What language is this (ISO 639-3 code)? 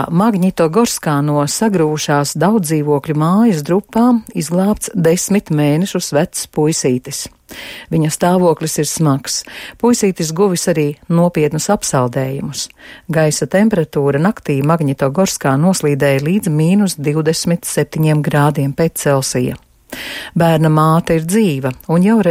lav